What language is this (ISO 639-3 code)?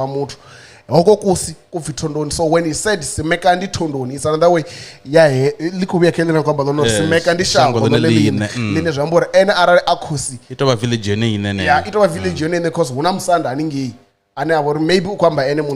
ven